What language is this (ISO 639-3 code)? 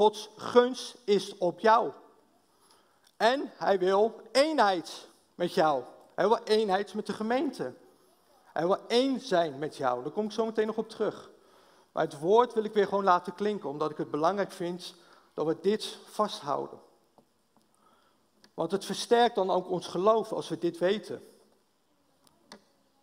nld